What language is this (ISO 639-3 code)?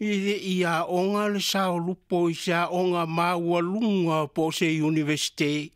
smo